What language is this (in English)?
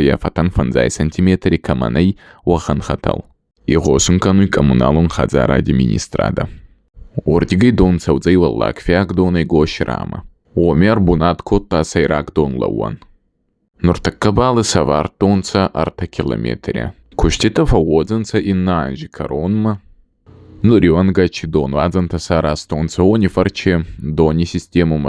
Ossetic